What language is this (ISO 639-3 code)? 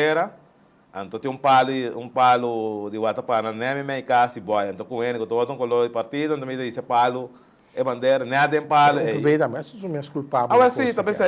pap